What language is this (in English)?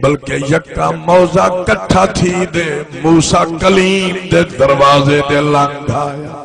Saraiki